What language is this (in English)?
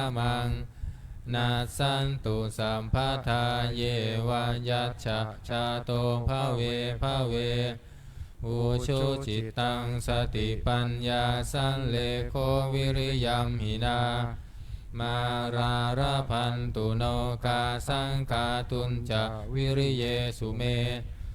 Pali